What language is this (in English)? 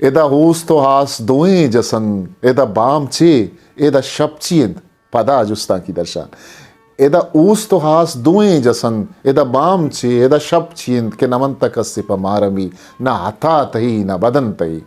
Eastern Balochi